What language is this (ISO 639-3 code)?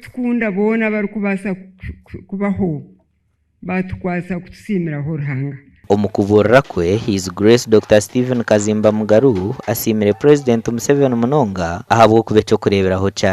nyn